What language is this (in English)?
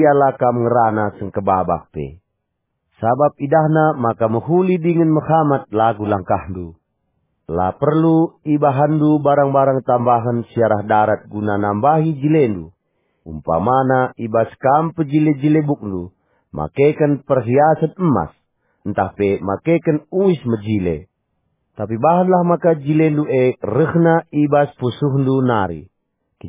Batak Karo